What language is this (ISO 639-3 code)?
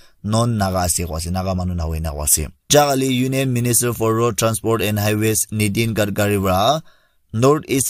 nag